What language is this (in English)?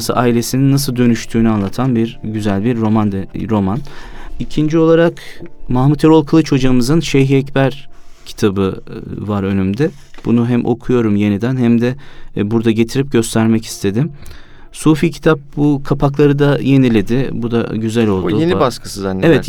Turkish